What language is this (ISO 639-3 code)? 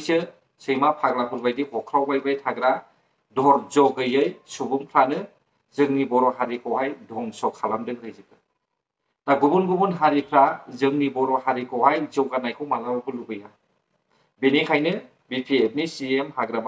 brx